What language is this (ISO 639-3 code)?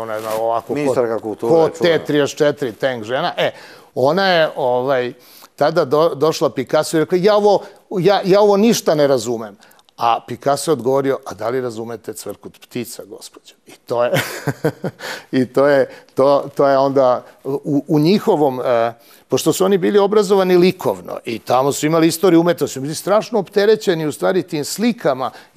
srp